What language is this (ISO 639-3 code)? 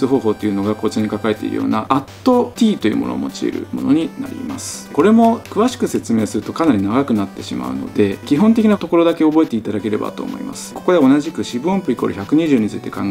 jpn